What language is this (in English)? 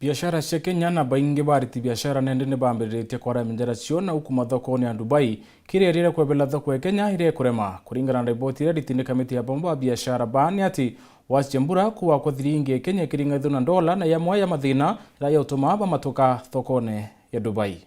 Meru